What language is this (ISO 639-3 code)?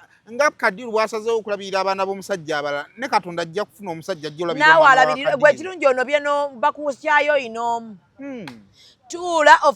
lug